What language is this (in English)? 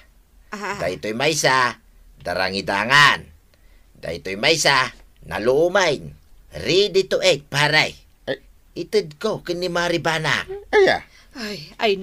Iloko